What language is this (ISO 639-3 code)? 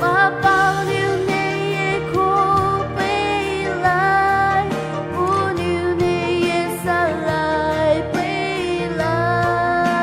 pmx